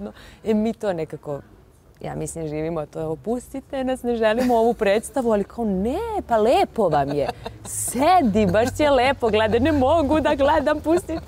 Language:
Serbian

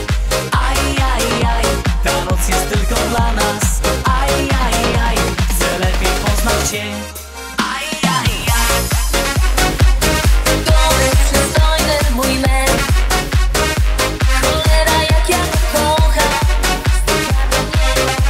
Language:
Polish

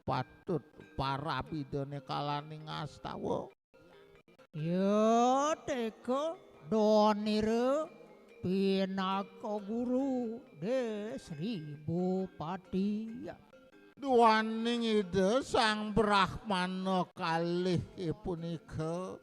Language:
Balinese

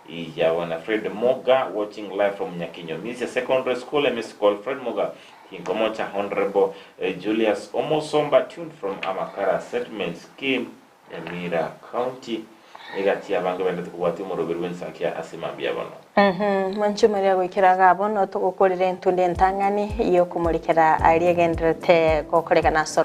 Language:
Gusii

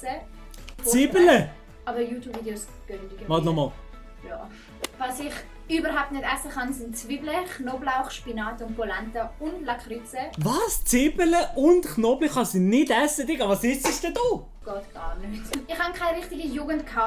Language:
Swiss German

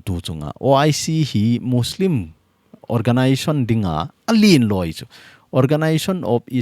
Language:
Thado Chin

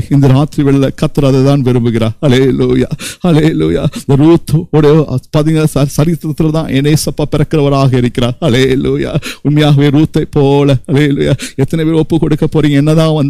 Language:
Tamil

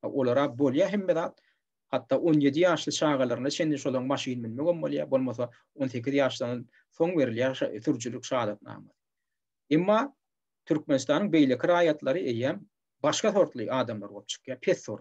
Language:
Turkmen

